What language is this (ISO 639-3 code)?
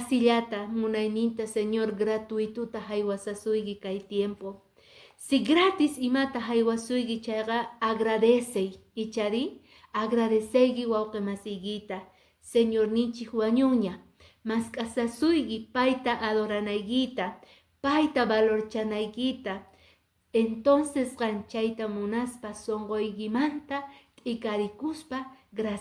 que